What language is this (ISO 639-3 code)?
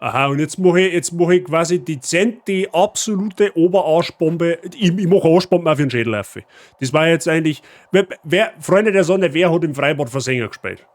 bar